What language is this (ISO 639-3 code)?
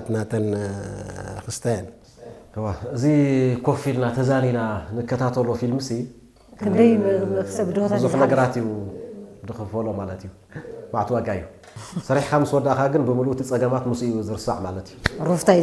tir